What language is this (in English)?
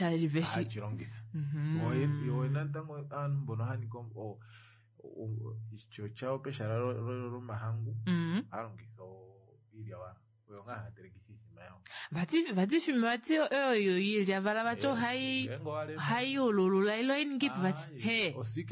Kuanyama